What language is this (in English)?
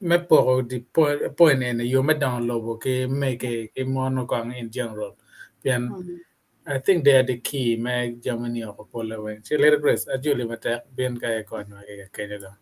Acoli